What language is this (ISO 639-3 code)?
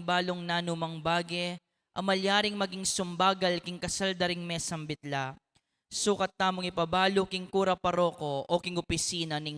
pam